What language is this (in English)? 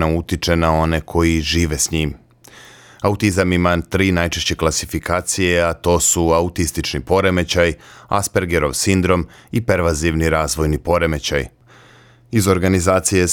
Serbian